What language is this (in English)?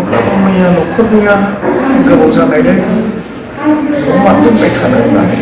Bodo